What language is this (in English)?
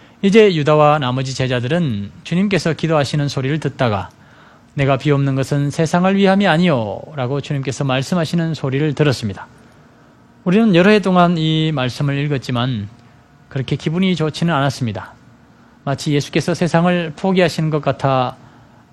Korean